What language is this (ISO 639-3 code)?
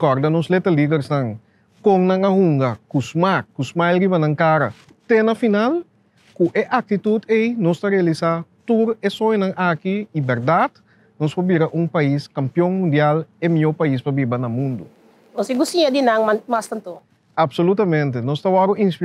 pap